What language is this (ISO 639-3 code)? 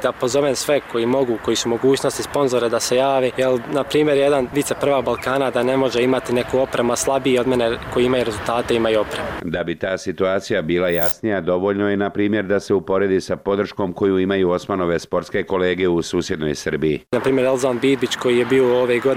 bos